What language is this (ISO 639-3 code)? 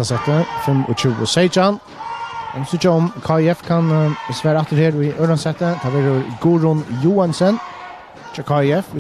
fao